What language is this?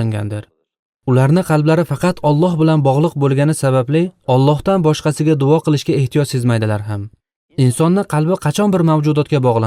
Uzbek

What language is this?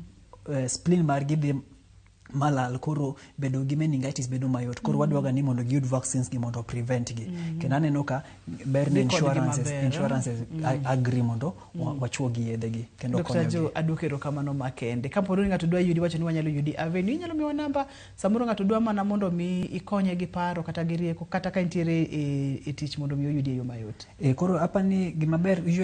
Luo (Kenya and Tanzania)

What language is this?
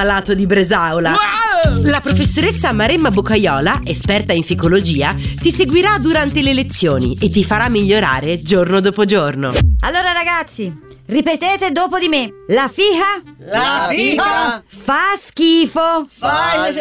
Italian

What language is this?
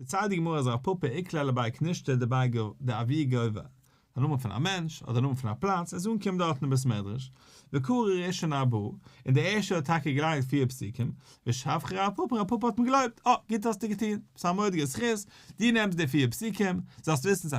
Yiddish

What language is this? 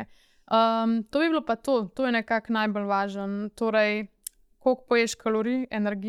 Slovenian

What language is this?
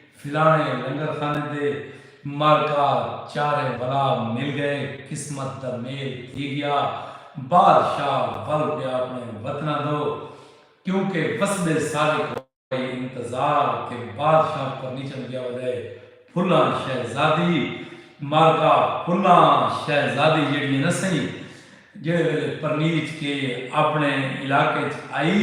Saraiki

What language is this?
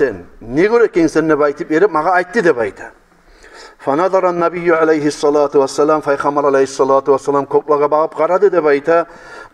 Kumyk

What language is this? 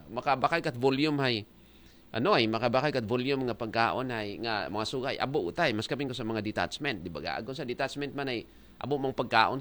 Aklanon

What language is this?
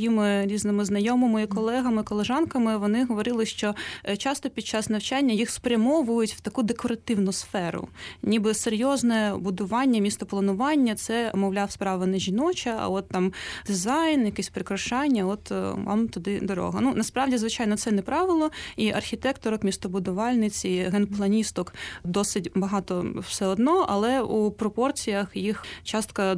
Ukrainian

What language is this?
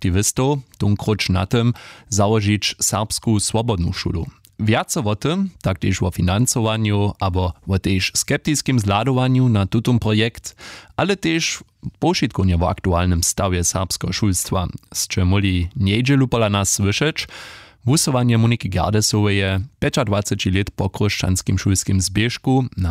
Upper Sorbian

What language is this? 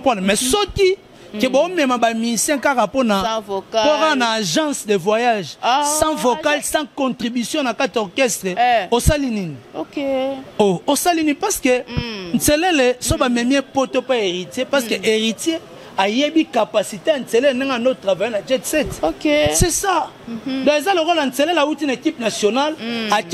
Lingala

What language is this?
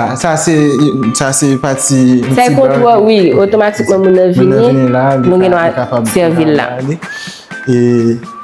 Haitian Creole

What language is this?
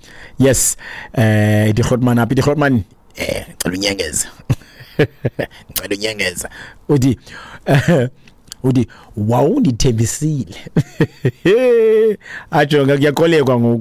Xhosa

